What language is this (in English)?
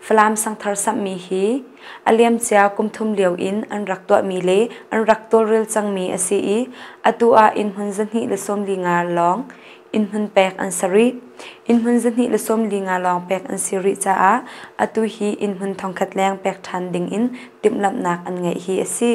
Hakha Chin